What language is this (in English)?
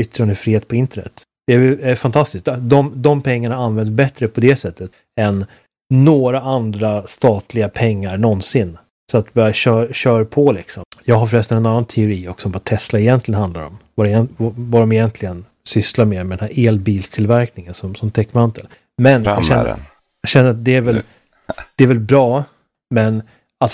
Swedish